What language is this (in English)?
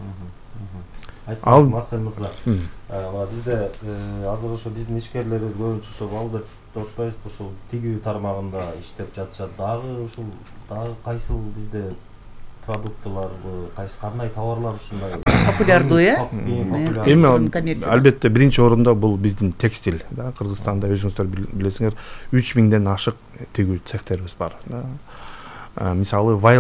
Kyrgyz